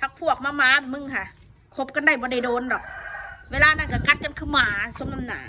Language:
Northeastern Thai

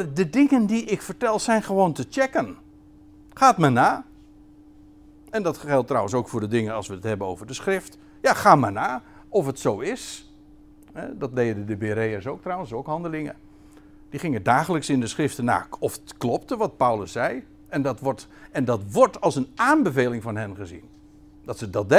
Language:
Dutch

